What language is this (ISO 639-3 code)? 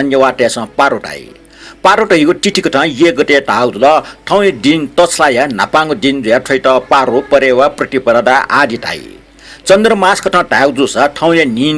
new